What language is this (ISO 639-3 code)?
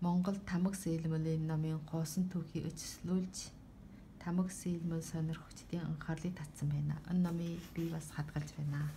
mon